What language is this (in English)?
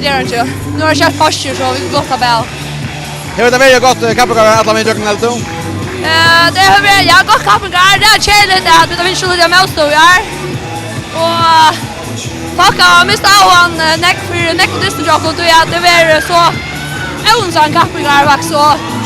Faroese